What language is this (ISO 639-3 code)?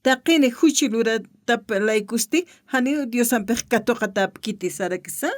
aym